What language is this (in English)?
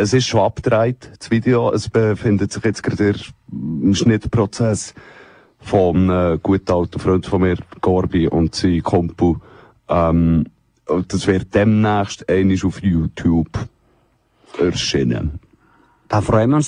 German